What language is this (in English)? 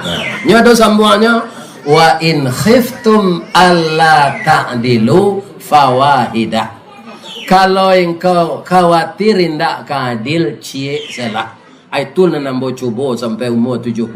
Minangkabau